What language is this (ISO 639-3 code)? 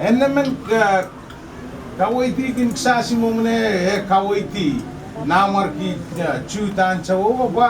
pon